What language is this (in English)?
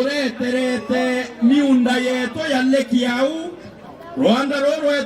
Meru